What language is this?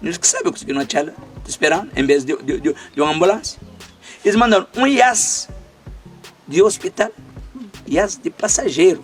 Kabuverdianu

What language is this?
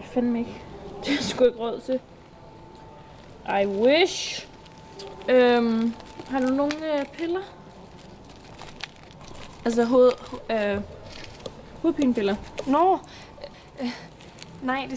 Danish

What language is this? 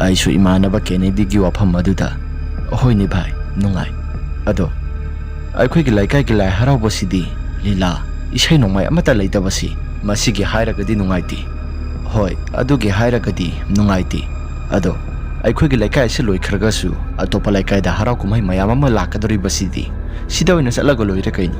Manipuri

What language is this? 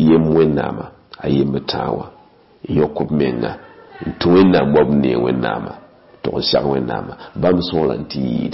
Mossi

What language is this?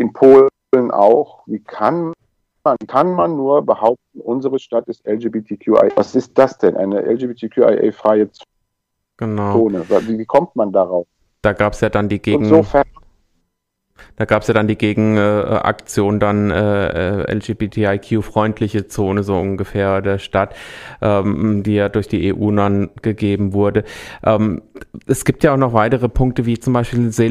German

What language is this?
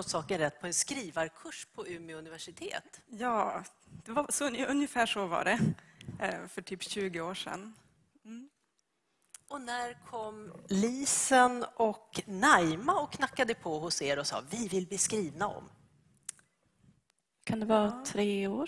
Swedish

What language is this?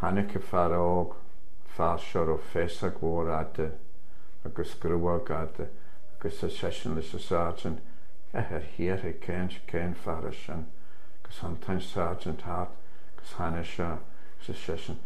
Irish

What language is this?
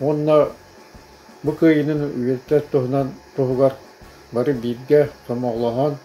Yakut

